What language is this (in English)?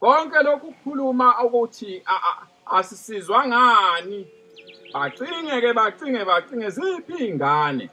Zulu